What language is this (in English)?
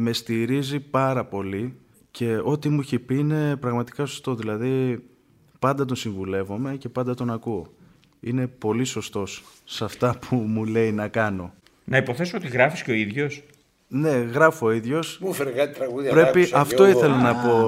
Greek